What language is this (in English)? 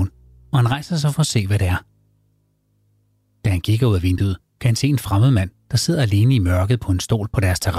Danish